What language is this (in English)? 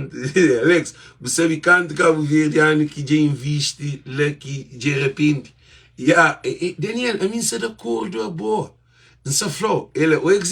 Kabuverdianu